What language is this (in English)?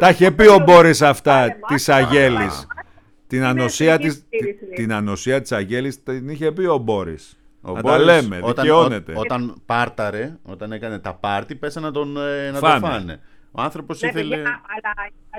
Greek